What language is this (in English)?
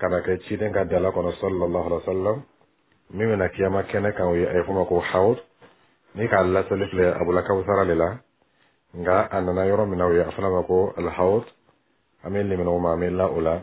Bambara